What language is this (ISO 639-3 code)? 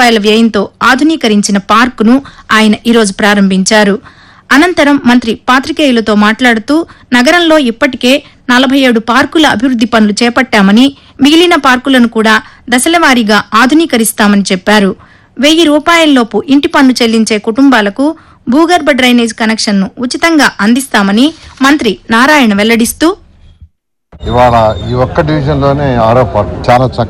tel